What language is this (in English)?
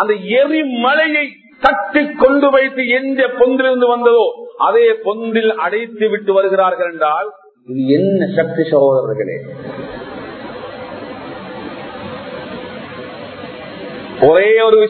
Tamil